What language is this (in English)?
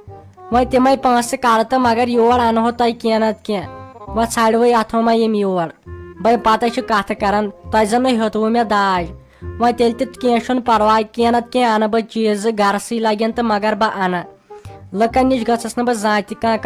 Kashmiri